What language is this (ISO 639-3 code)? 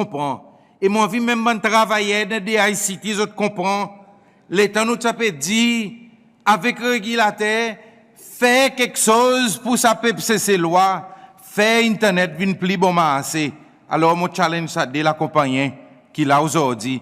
crs